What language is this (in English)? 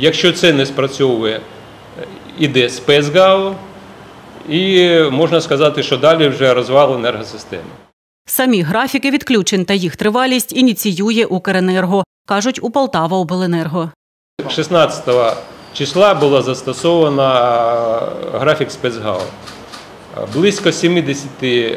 Ukrainian